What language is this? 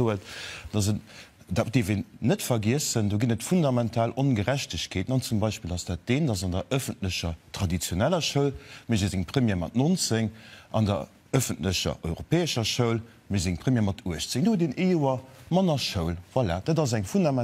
Luxembourgish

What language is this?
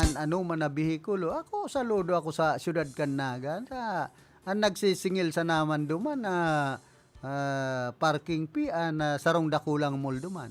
Bikol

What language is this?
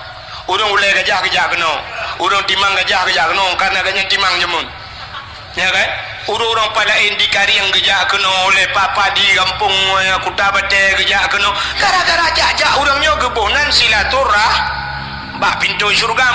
Achinese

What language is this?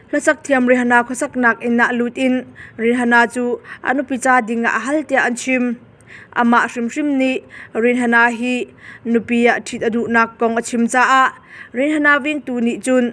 Hakha Chin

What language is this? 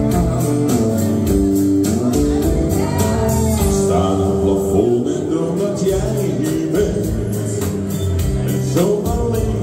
Dutch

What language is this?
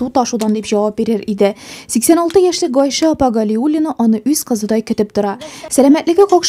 Tatar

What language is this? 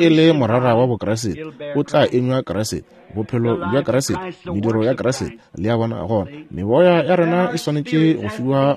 Northern Sotho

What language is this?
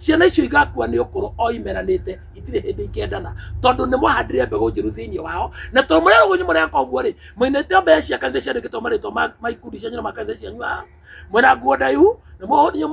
Kikuyu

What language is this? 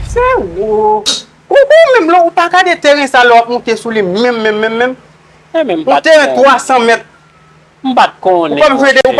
Haitian Creole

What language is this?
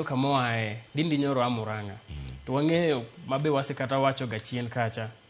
Luo (Kenya and Tanzania)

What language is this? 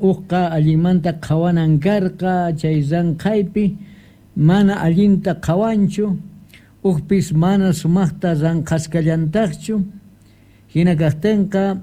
South Bolivian Quechua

